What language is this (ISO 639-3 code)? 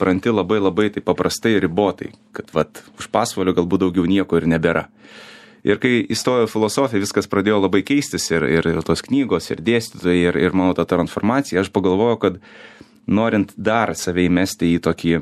lit